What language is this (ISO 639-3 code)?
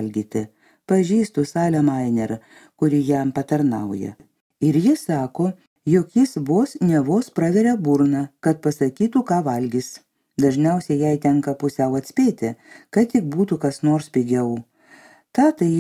lit